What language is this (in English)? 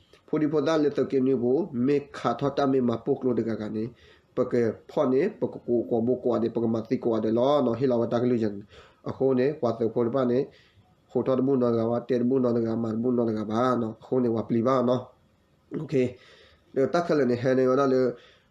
S'gaw Karen